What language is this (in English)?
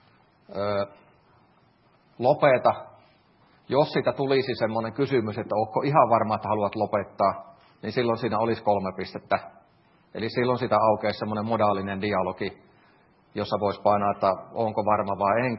Finnish